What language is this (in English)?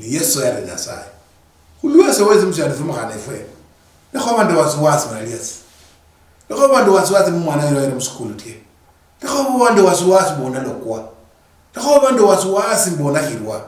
Luyia